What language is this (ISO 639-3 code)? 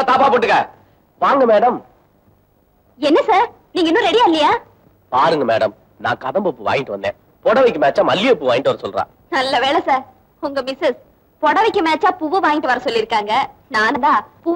tam